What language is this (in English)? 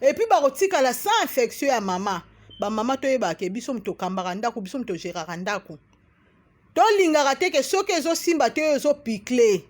Lingala